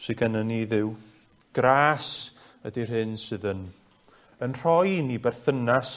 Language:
Welsh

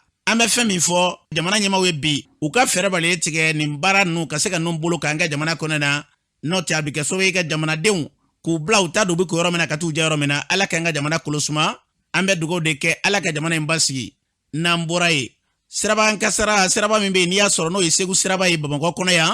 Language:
Bambara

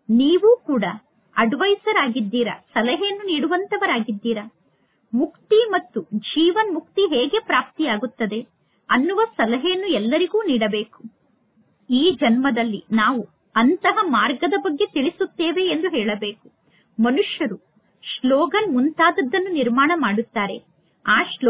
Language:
Kannada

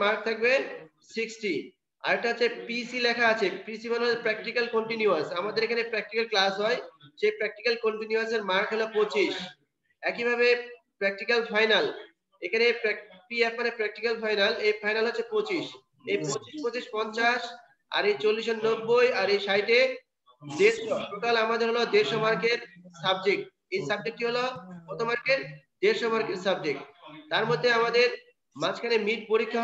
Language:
Bangla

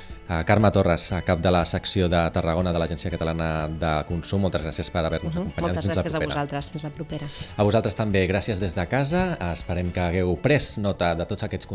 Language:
Catalan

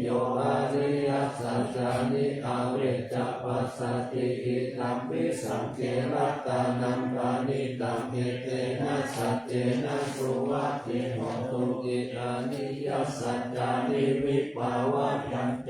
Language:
Pali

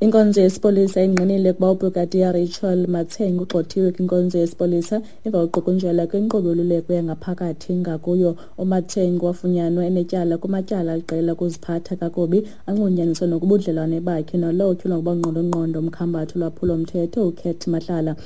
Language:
Xhosa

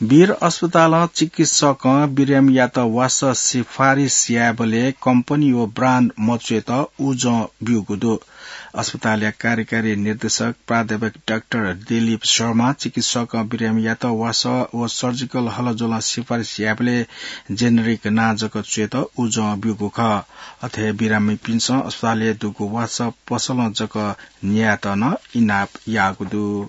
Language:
Newari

